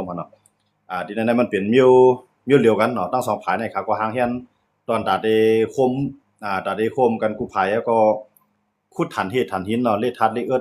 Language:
Shan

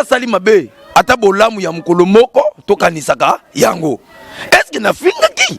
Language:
Lingala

